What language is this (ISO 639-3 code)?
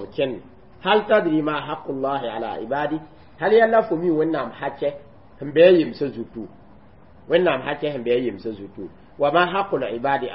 mos